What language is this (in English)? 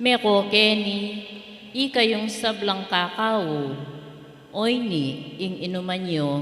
Pampanga